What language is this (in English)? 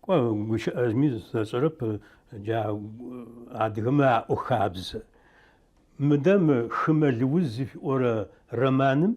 Adyghe